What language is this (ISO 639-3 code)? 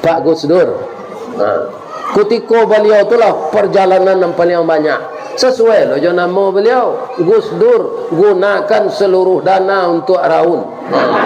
min